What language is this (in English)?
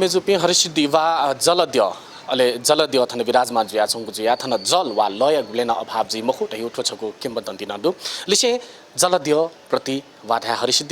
Newari